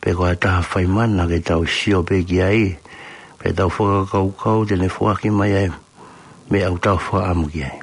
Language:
Tongan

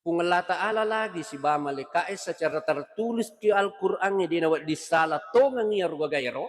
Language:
Buginese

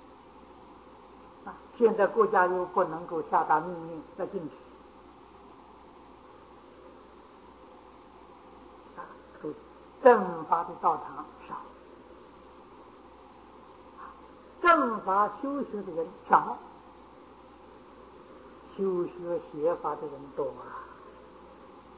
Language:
Chinese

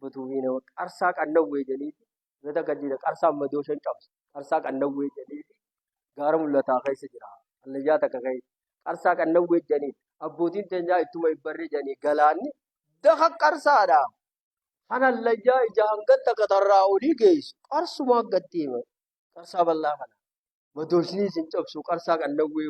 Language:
Oromo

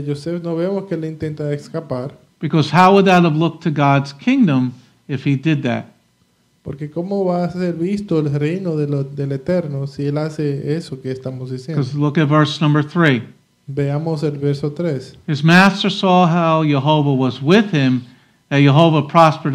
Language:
Spanish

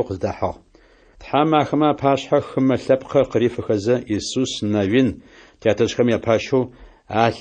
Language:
Adyghe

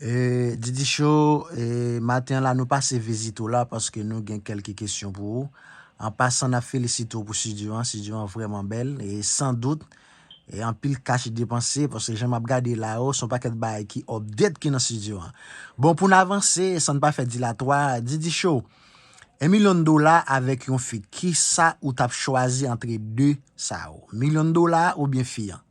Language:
Haitian Creole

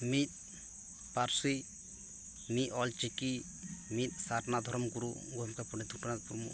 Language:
Santali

